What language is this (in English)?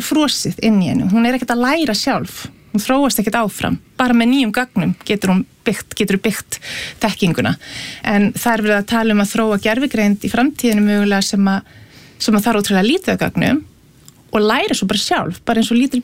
Icelandic